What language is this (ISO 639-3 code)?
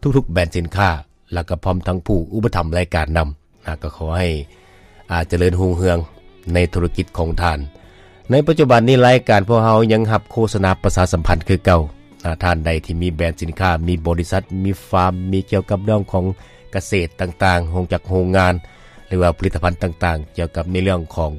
lao